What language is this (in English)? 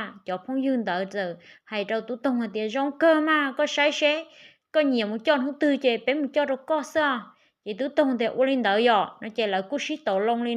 Hmong